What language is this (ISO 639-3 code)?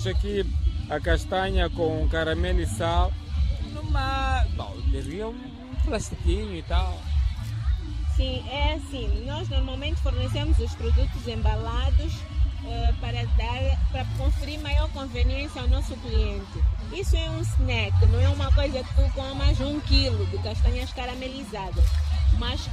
por